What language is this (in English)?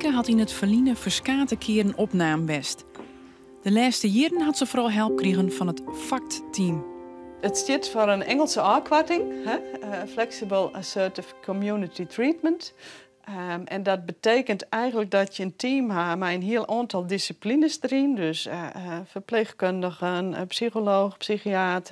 Western Frisian